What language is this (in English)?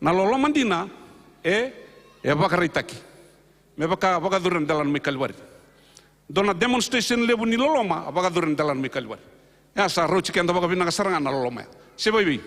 Fijian